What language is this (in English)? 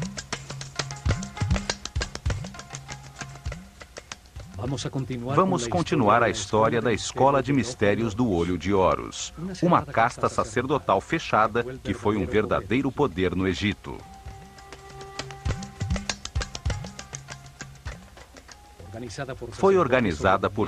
Portuguese